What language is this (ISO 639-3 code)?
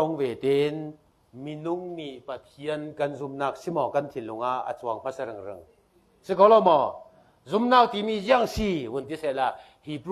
cfm